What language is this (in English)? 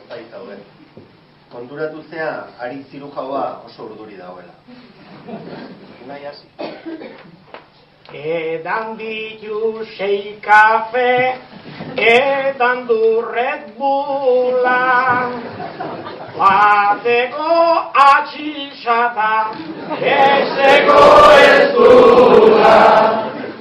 Basque